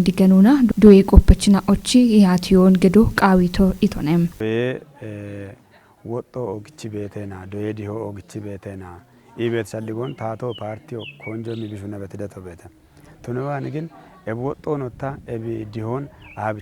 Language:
Kafa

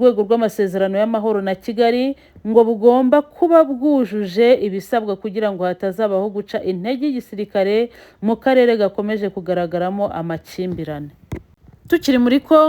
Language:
Kinyarwanda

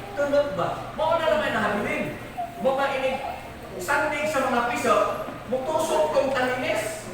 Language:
Cebuano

